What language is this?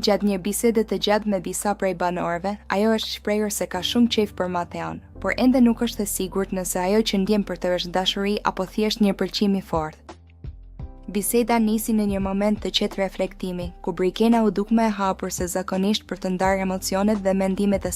Albanian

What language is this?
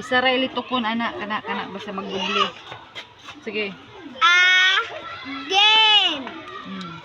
Cebuano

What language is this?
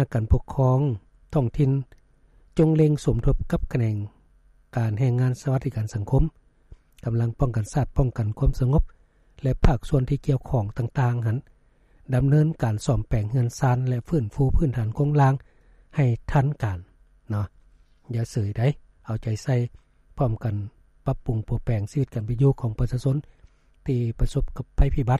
Lao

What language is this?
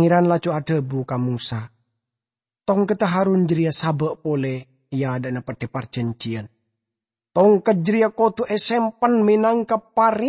Madurese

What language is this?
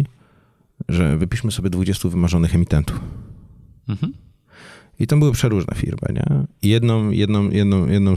Polish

